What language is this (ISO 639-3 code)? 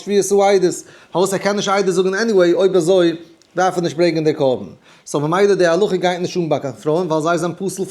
yid